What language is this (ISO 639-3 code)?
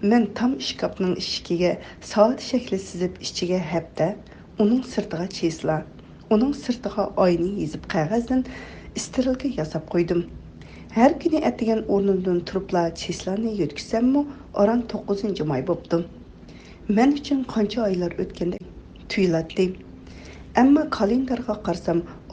uig